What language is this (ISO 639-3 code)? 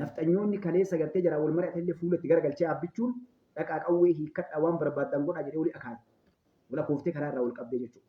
orm